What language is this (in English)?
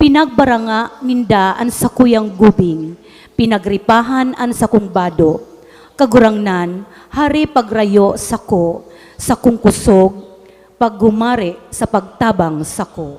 Bikol